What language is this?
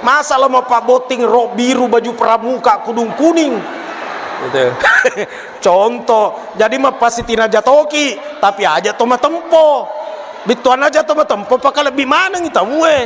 Buginese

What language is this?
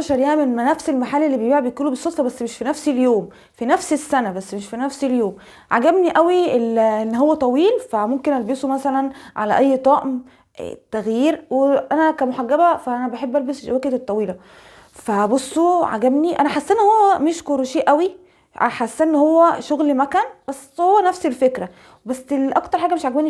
Egyptian Arabic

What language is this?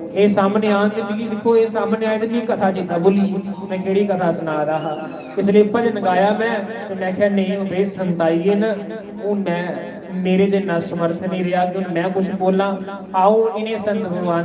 Dogri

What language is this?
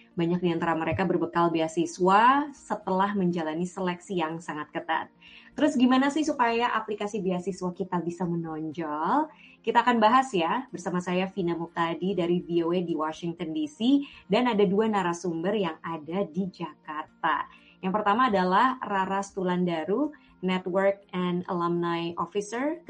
Indonesian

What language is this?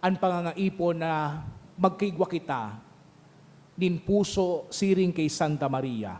Bikol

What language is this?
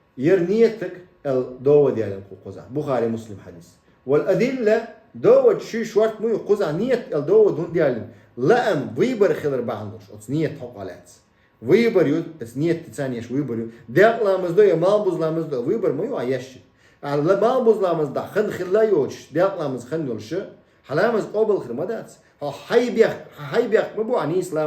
Chechen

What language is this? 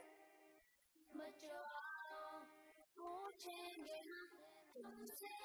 Urdu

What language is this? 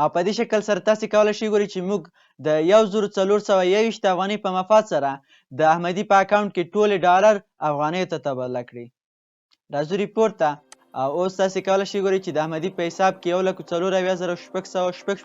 Pashto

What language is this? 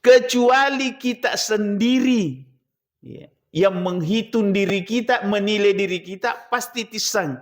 Buginese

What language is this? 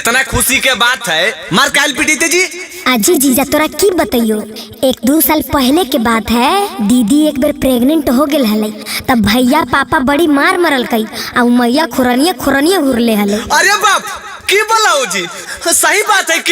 Magahi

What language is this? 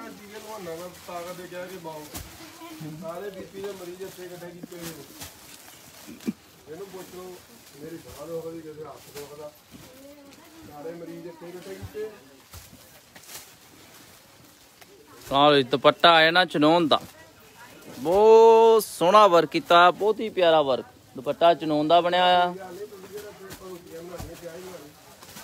Punjabi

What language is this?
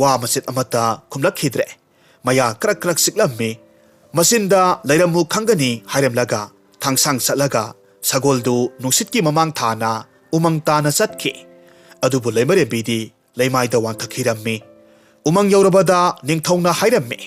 Manipuri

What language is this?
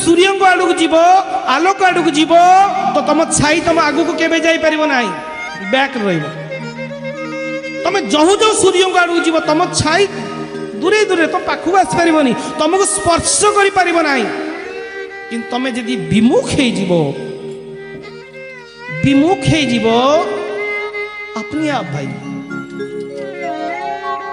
Odia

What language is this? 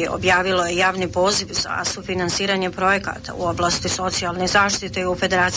Bosnian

